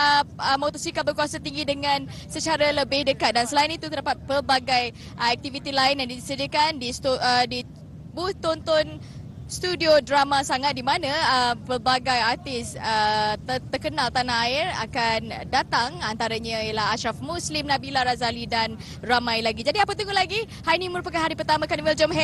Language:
Malay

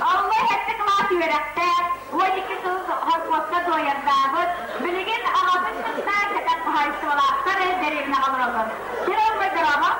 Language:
Yakut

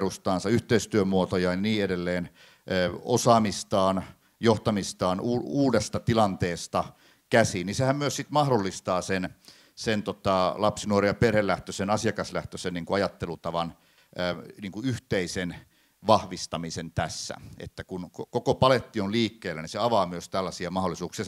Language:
Finnish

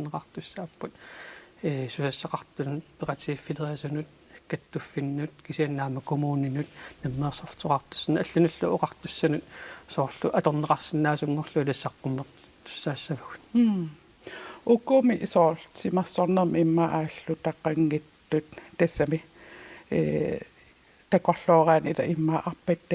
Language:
Kalaallisut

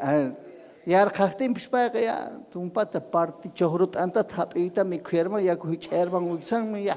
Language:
Ayacucho Quechua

